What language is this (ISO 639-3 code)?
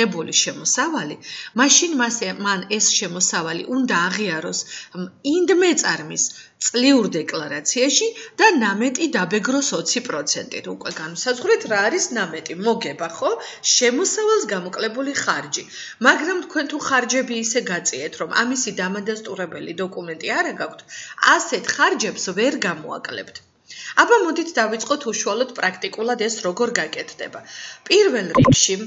kat